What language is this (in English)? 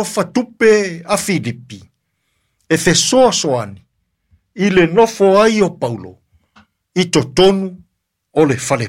Samoan